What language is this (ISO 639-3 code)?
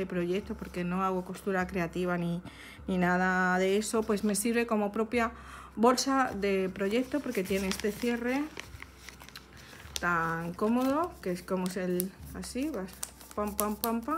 spa